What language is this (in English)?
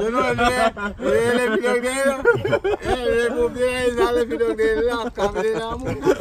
Jamaican Creole English